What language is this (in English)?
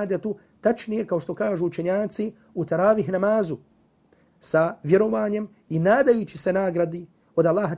Bosnian